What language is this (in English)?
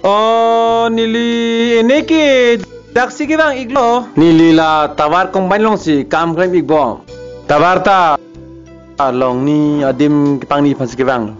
Karbi